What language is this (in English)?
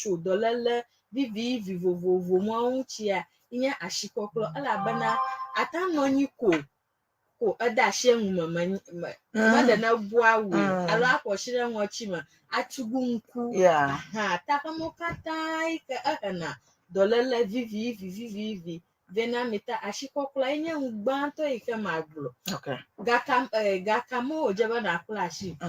Ewe